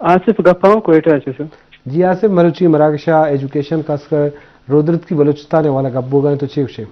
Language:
Eastern Balochi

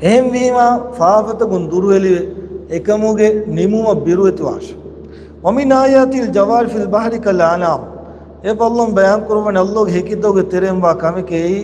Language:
Divehi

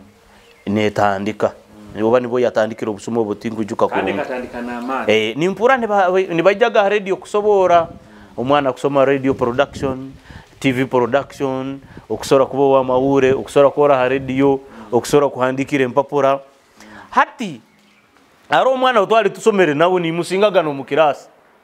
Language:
Nyoro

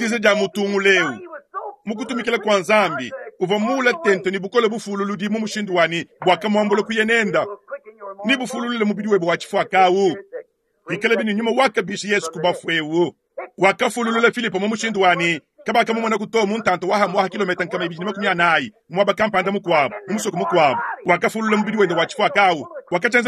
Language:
Luba-Lulua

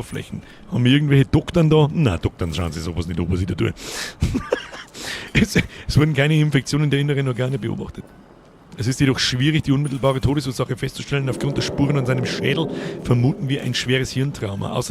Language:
Bavarian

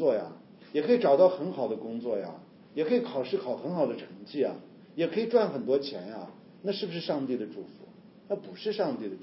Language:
Chinese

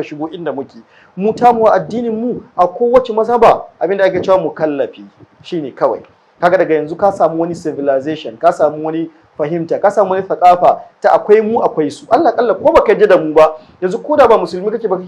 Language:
Hausa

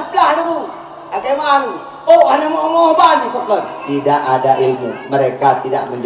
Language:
Achinese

